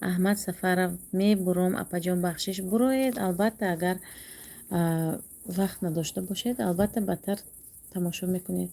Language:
Tajik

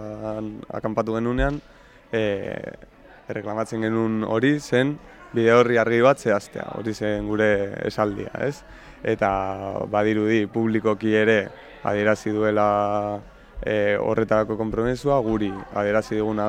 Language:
Basque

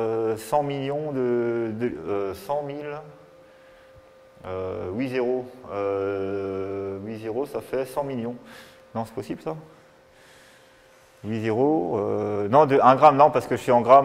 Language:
French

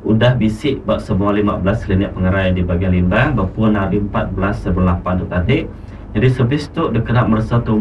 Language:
Iban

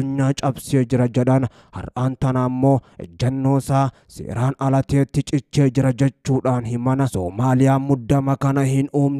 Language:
Oromo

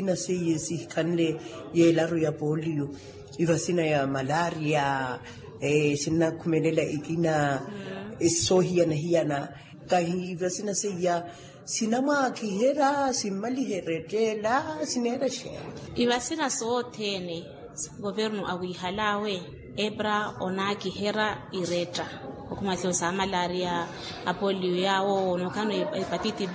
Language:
Makhuwa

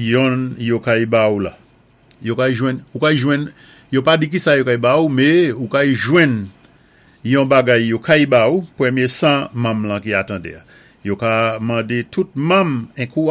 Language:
Saint Lucian Creole French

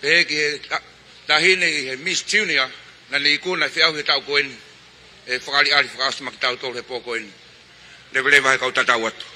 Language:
Tongan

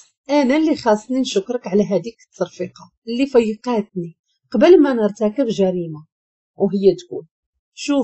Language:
Moroccan Arabic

